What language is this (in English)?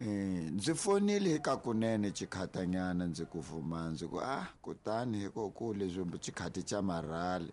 Tsonga